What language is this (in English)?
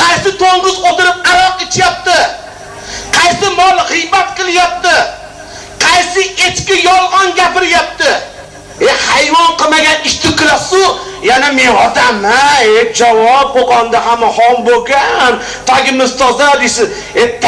Uzbek